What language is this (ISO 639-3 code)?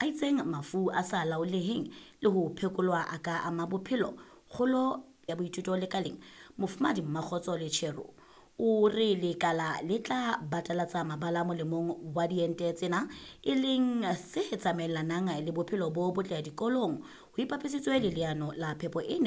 sot